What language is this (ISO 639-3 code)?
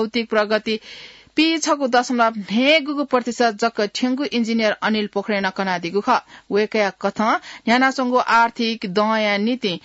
new